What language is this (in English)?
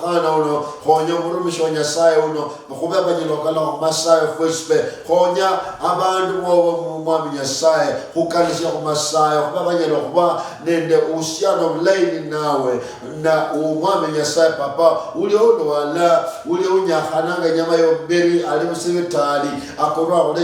Luyia